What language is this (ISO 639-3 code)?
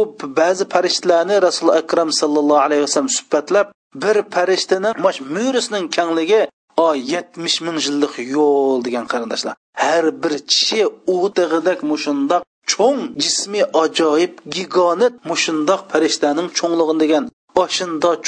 uig